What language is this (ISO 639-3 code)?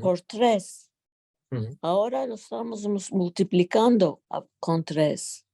lad